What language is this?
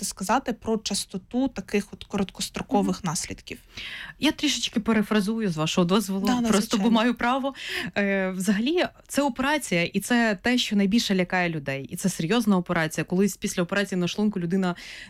Ukrainian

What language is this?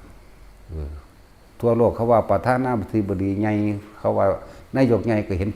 Northeastern Thai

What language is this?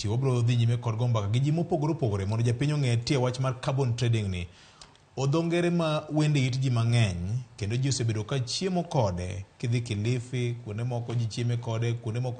Luo (Kenya and Tanzania)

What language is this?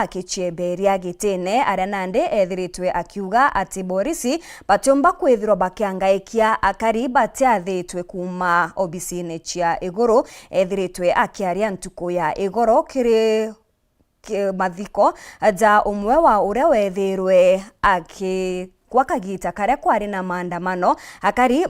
Meru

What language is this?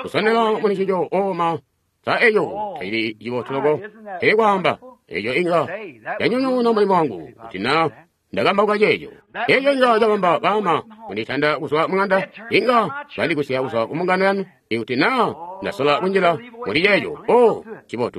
Tonga (Zambia)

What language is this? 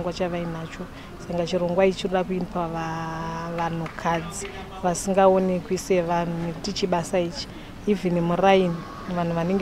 Shona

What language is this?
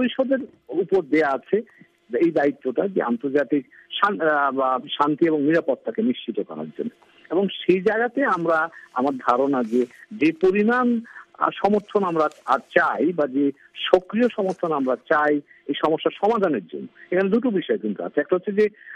Bangla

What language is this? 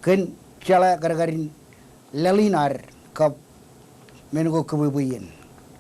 Marshallese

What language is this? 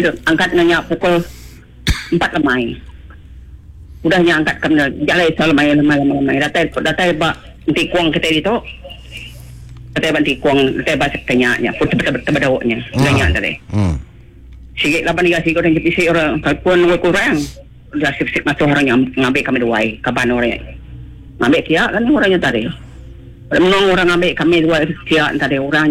Iban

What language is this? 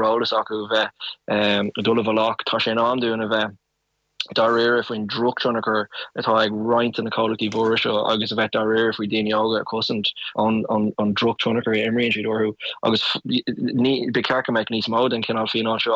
Irish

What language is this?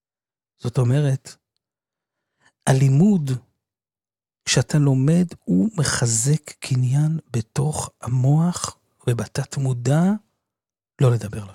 Hebrew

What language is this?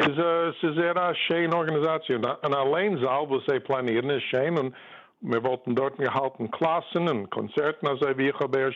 Yiddish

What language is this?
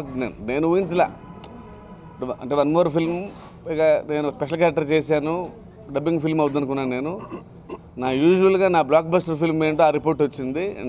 Telugu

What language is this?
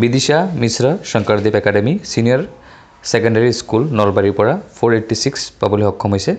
Assamese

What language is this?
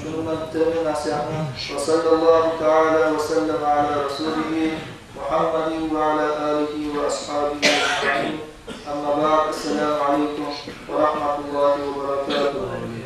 Kumyk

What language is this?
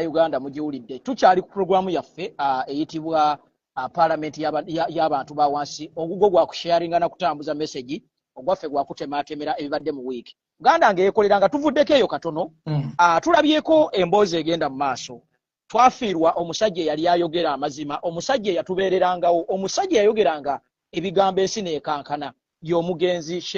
Ganda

